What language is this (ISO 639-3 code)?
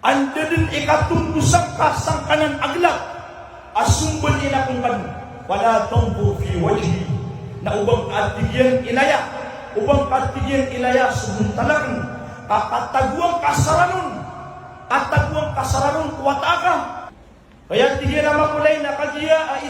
mrw